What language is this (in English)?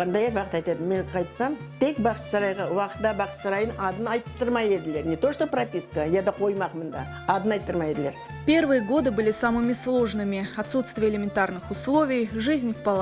Crimean Tatar